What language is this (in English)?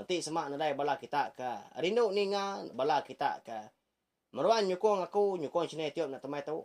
Iban